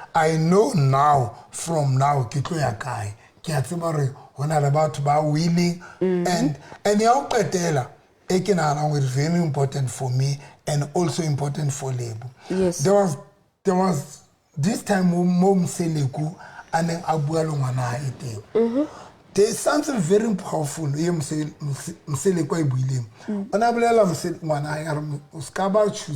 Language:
Southern Sotho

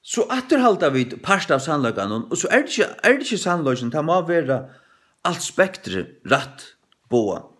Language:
Faroese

